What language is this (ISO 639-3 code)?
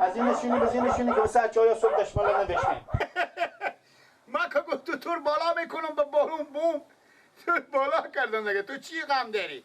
fas